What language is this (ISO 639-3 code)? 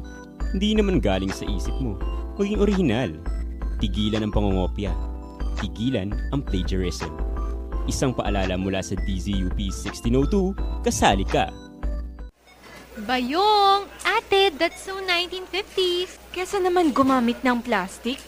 fil